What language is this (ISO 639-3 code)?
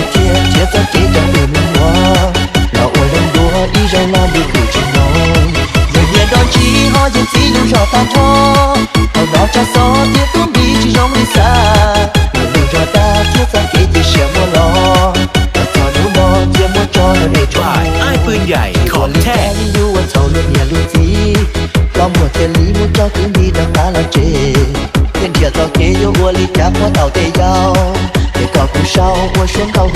hmn